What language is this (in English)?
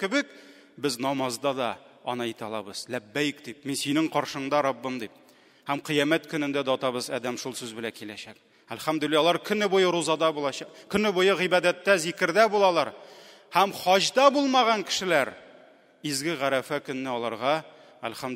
Tatar